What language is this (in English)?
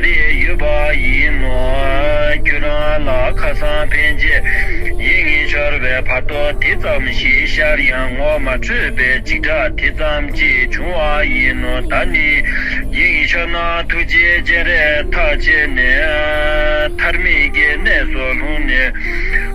Tibetan